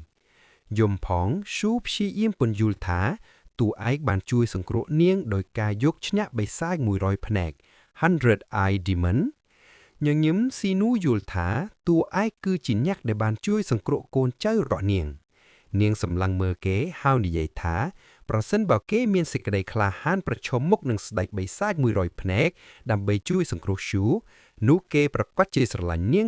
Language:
Khmer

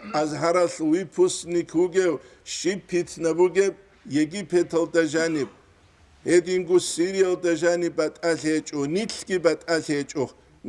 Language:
Avaric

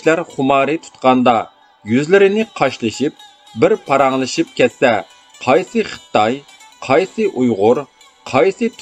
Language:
Uyghur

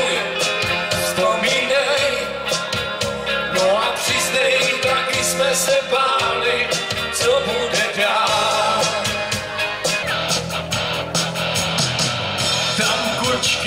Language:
Czech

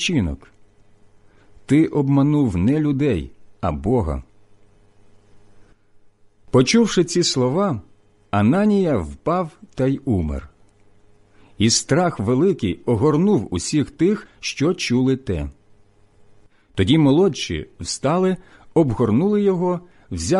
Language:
Ukrainian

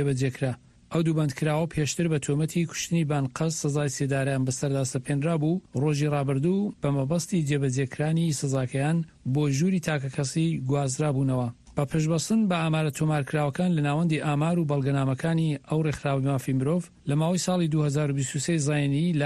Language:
Central Kurdish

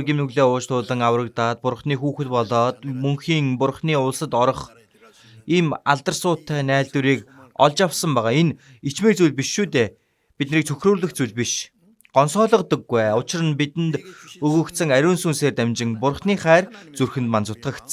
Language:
Mongolian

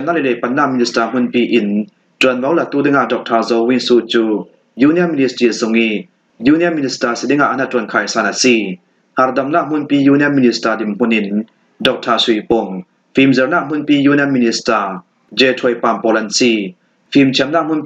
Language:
Falam Chin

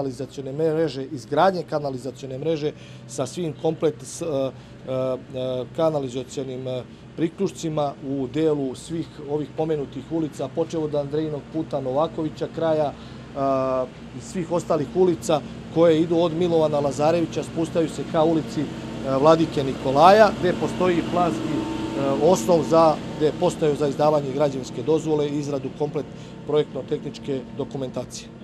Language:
Serbian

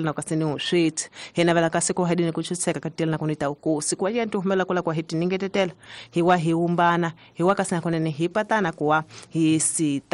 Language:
Tsonga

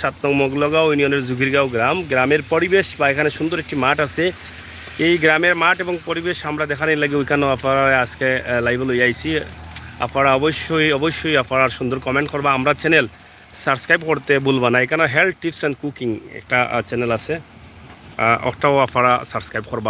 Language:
Sylheti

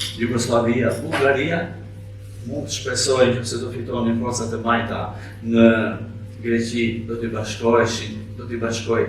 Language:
Albanian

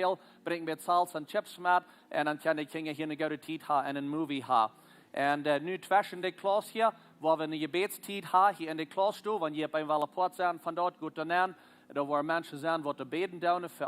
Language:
Plautdietsch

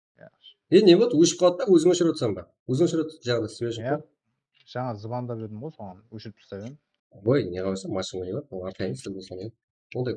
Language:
Kara-Kalpak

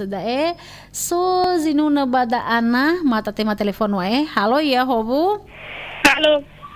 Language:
Nias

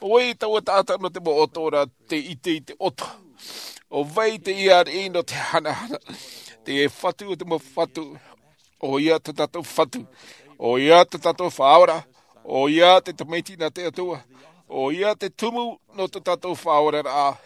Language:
Tahitian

